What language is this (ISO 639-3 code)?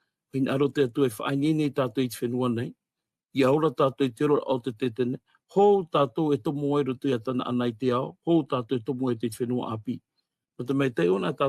tah